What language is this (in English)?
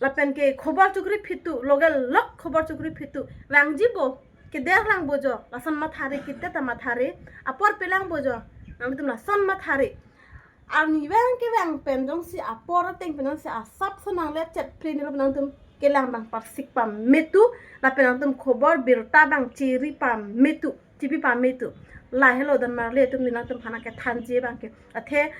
Karbi